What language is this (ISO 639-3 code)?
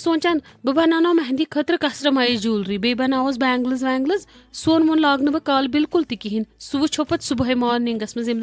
kas